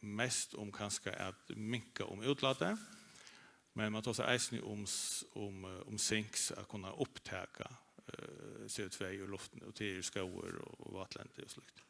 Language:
Faroese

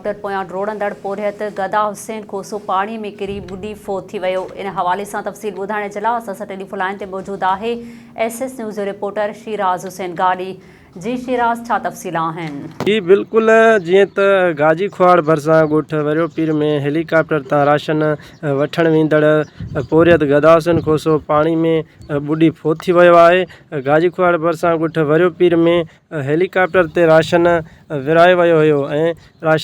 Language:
Sindhi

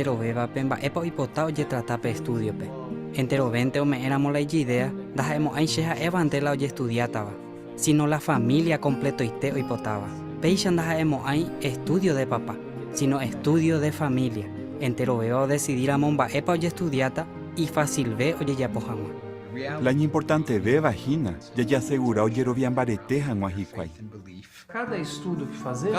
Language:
Guarani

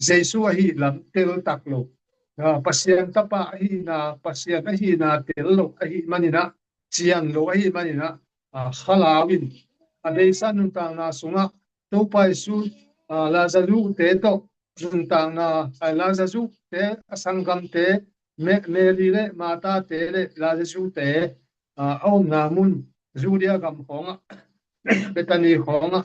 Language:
Tedim Chin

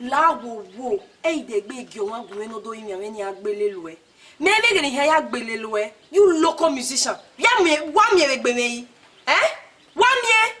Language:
Bini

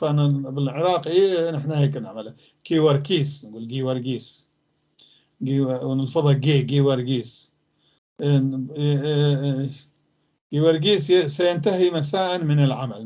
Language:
North Levantine Arabic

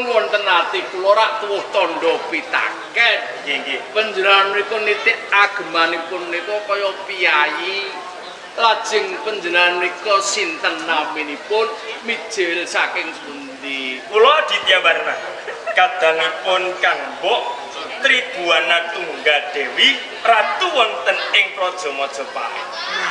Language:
Javanese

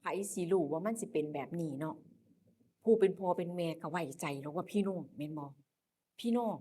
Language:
Northeastern Thai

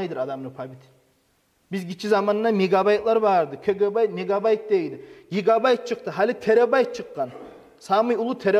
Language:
Kumyk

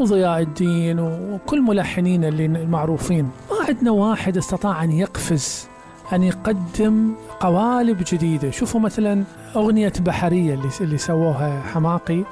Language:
Mesopotamian Arabic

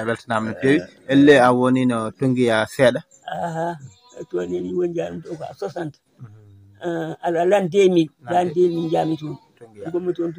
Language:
Fula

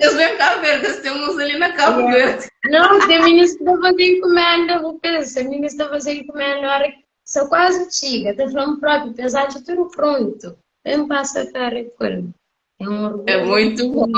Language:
Kabuverdianu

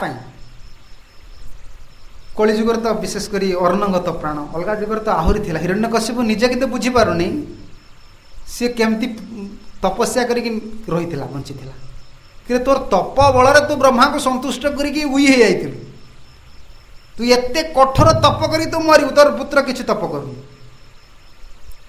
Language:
Odia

